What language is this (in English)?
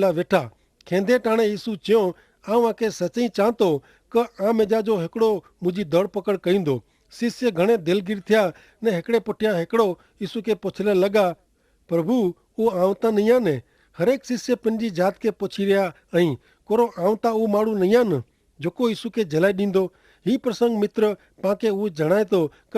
Kachhi